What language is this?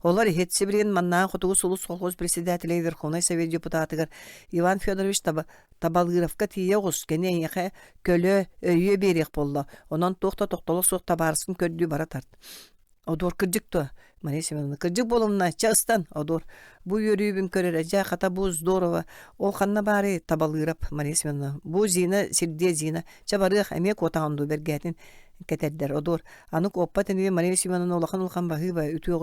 Yakut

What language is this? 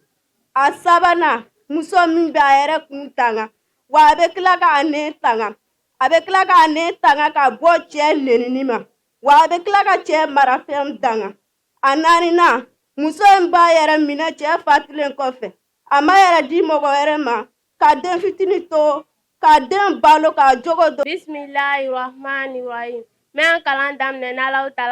Bambara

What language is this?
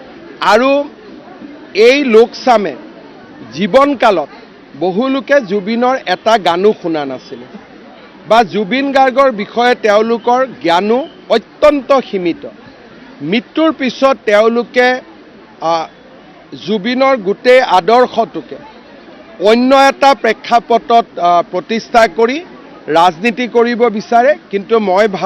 Assamese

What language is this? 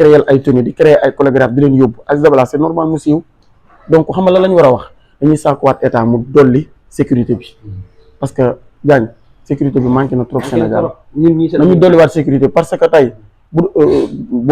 Wolof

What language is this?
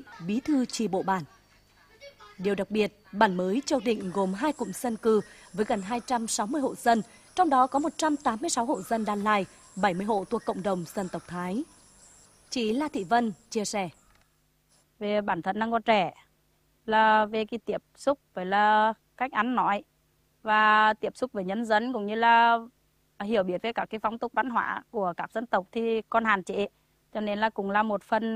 Vietnamese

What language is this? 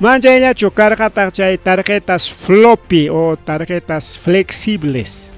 Ayacucho Quechua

